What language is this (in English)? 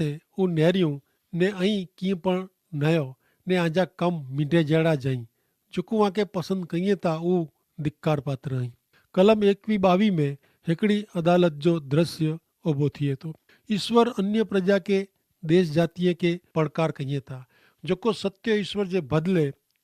Kachhi